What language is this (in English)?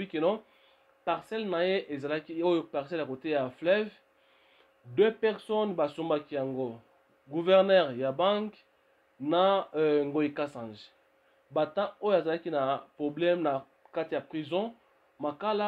Lingala